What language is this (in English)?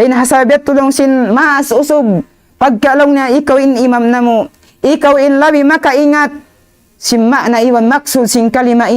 Tausug